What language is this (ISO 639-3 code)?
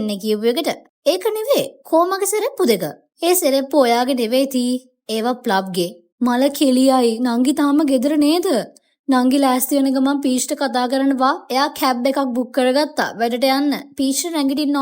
sin